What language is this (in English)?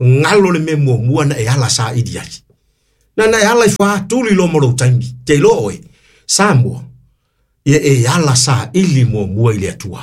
Samoan